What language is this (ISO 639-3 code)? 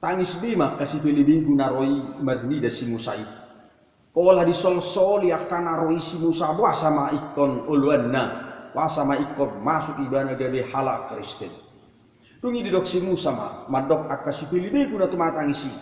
bbc